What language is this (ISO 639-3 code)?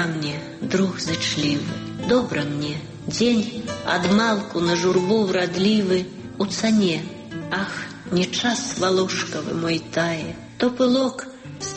bel